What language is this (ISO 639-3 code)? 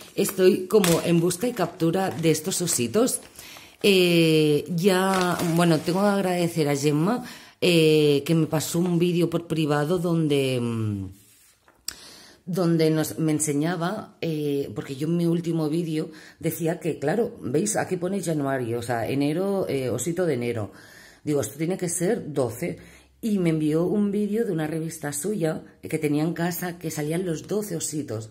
spa